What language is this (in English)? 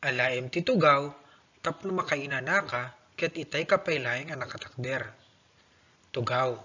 Iloko